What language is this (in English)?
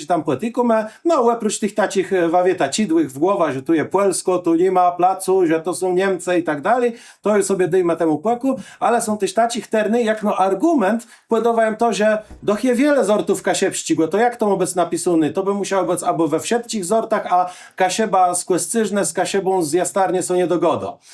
Kashubian